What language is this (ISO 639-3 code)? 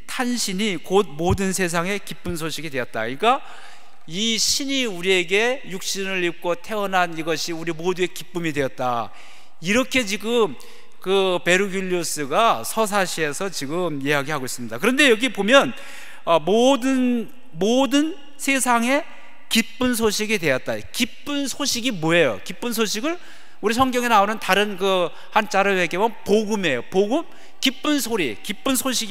kor